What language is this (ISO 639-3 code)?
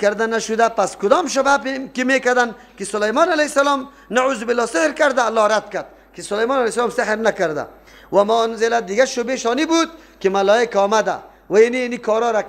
fas